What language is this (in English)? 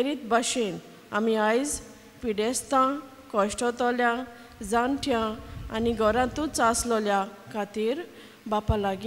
Konkani